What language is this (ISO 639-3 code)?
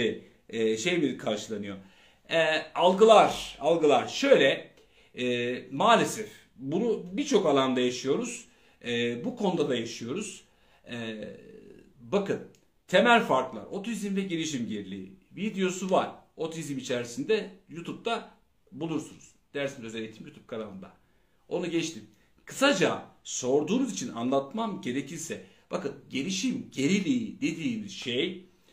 tur